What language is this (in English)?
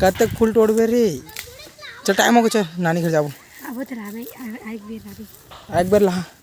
Chhattisgarhi